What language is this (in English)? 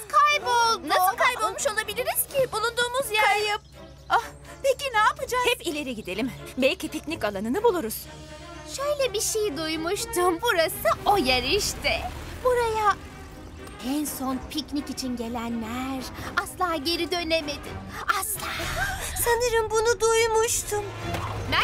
Turkish